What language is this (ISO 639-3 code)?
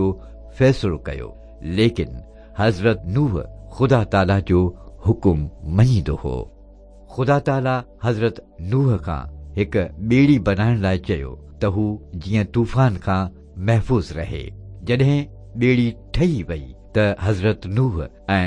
snd